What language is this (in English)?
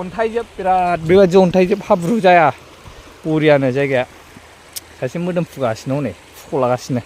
Bodo